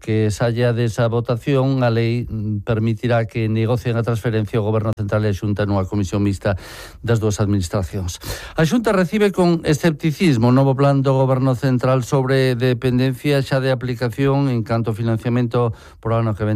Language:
Galician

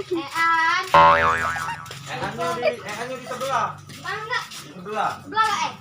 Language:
Musi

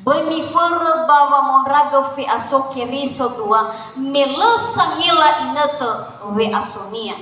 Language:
Nias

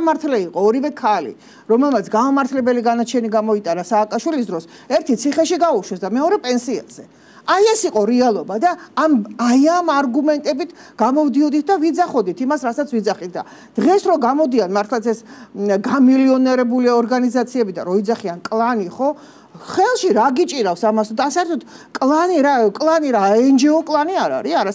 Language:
Georgian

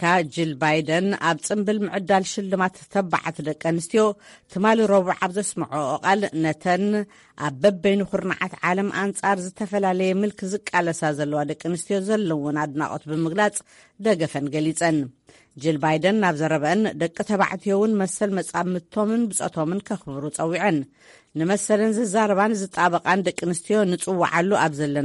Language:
Tigrinya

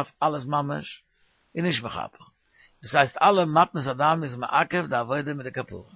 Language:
Yiddish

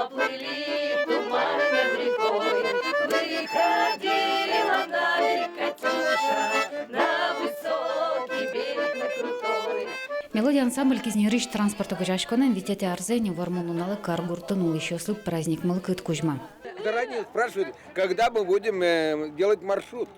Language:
Udmurt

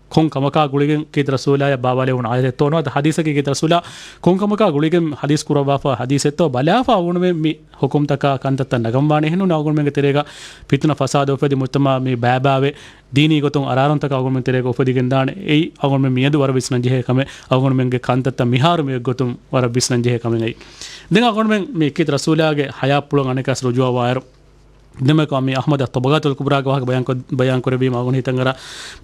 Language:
Divehi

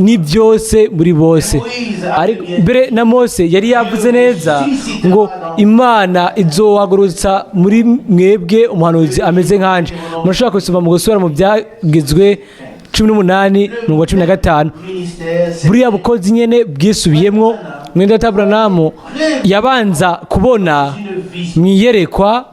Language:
Rundi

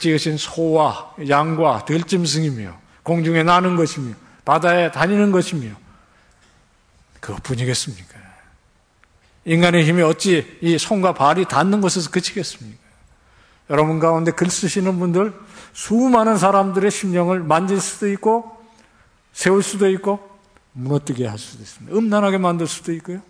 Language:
Korean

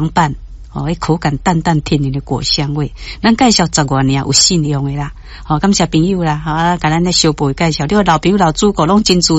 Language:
Min Nan Chinese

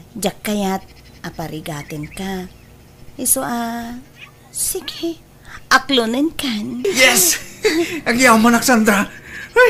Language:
Iloko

